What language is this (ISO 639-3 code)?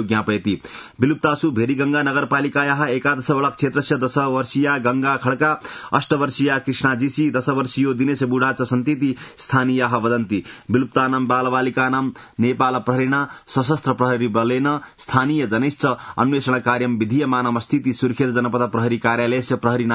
san